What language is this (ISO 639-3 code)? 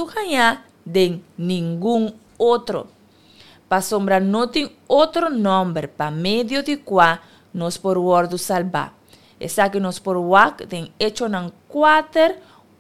pap